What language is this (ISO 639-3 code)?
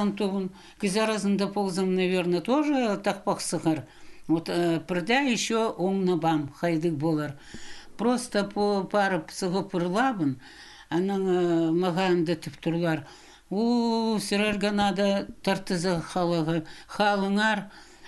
kjh